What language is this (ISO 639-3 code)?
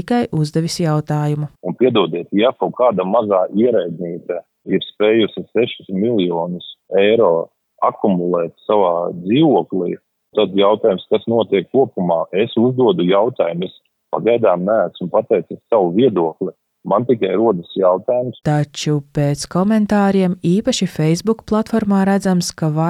lav